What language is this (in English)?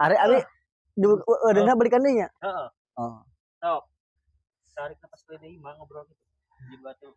Sundanese